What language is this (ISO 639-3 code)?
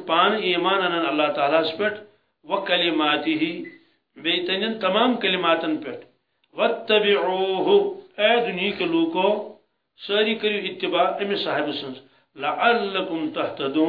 kas